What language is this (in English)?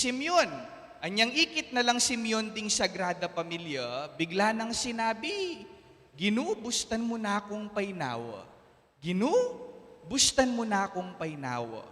Pampanga